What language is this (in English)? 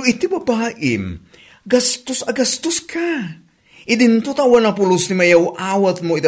Iloko